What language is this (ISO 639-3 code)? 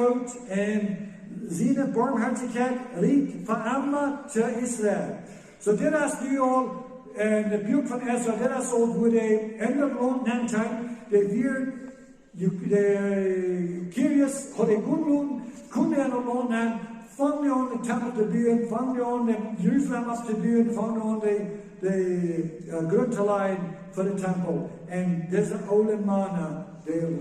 pdt